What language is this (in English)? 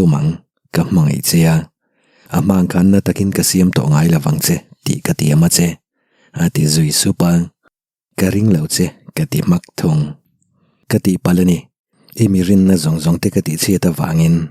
Mizo